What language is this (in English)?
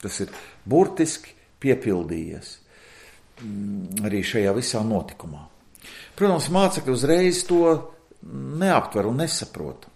Latvian